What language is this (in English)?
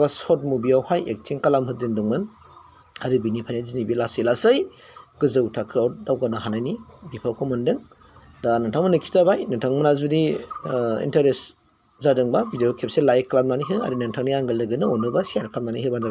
Bodo